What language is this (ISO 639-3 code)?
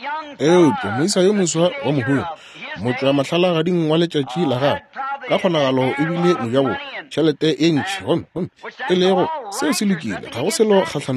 nso